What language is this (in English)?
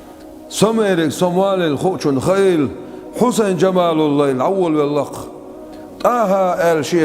Chechen